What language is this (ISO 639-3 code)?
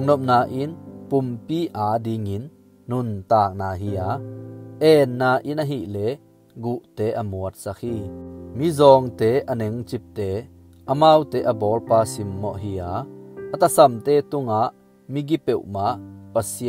ctd